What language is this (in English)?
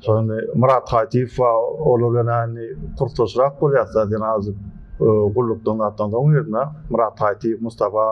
Turkmen